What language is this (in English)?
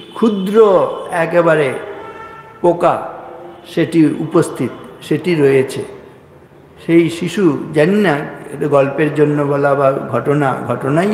Bangla